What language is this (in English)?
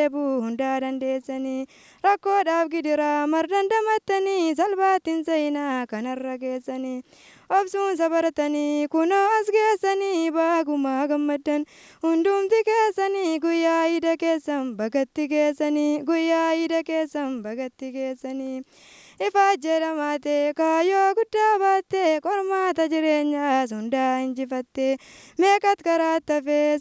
Oromo